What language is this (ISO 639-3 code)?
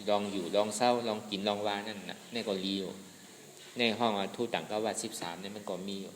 shn